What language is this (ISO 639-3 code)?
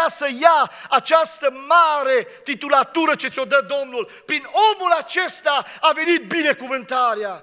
ron